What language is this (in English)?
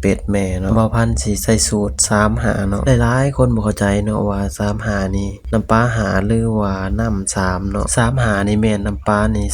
Lao